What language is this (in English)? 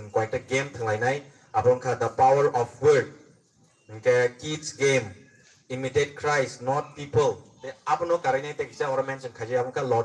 Kok Borok